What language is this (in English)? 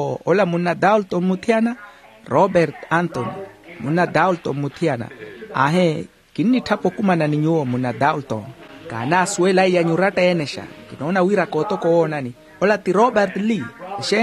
Makhuwa